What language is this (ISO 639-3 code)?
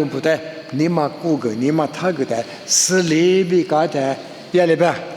lis